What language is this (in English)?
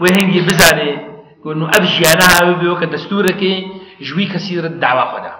Kurdish